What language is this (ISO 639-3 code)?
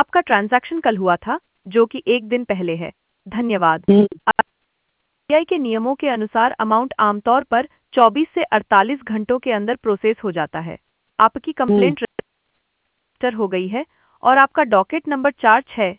hin